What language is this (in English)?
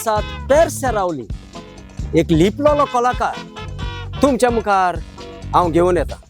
Konkani